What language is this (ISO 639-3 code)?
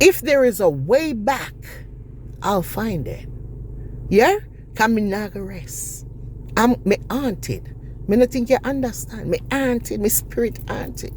jam